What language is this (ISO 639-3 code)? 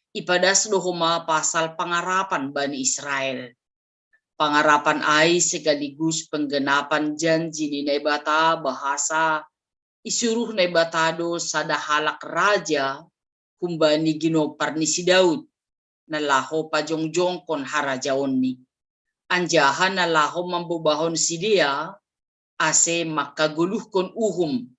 bts